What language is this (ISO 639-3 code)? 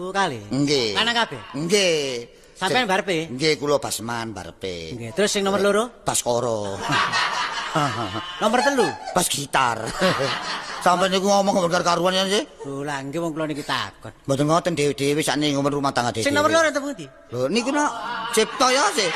jav